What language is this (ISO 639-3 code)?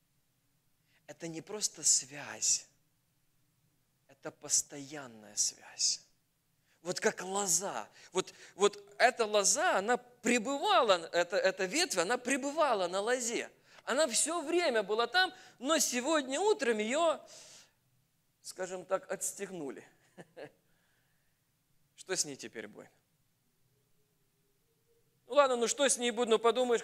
rus